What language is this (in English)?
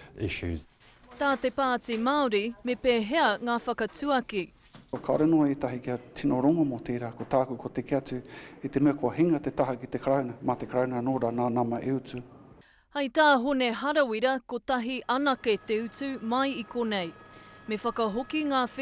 Māori